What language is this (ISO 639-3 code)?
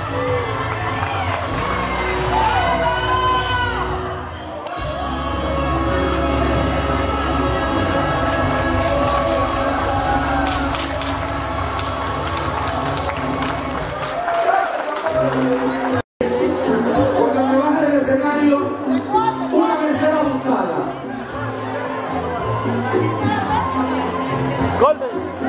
spa